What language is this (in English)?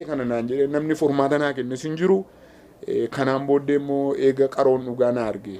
Oromo